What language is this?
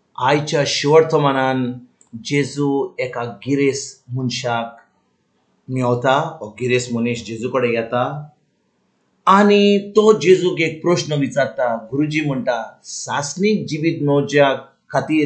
Konkani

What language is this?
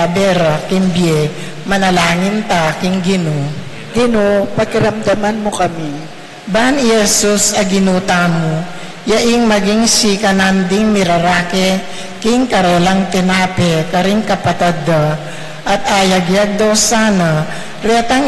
Pampanga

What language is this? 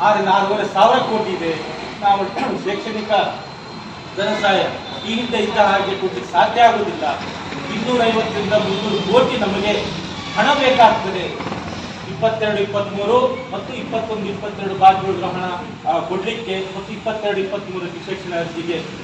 Kannada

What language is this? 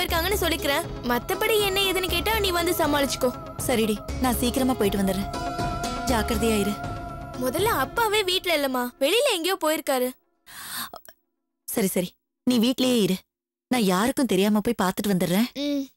Tamil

